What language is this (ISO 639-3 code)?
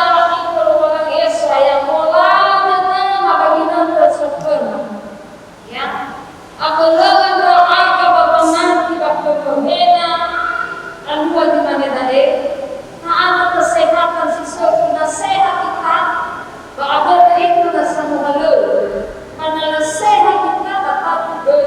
nia